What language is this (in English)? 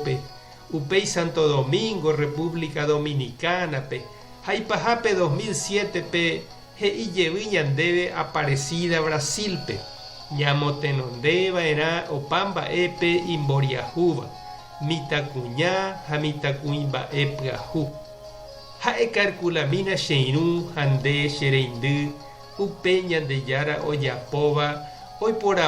Guarani